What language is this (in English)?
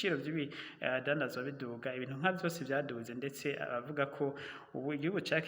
Rundi